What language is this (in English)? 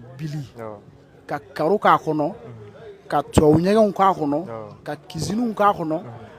Bambara